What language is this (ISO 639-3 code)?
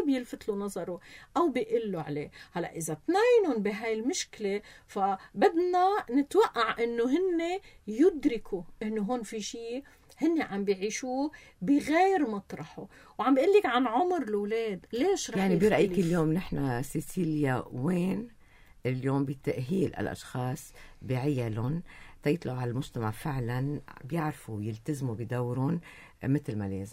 apc